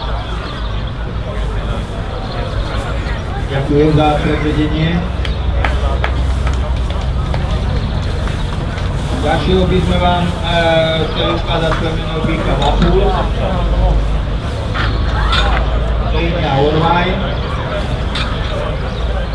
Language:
Slovak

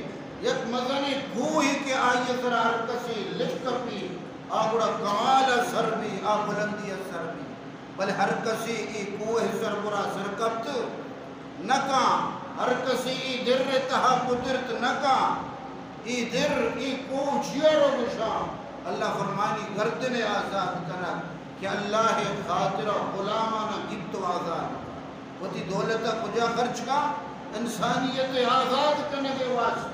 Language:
Baluchi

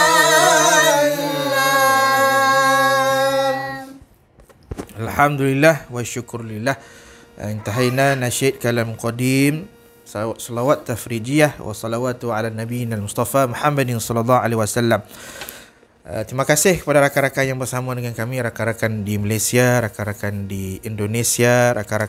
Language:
Malay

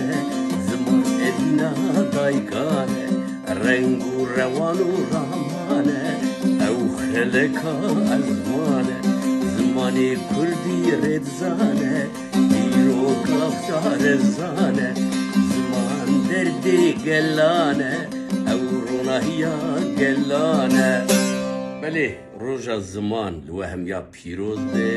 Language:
Kurdish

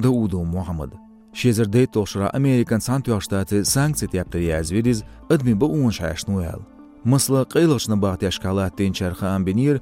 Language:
Chechen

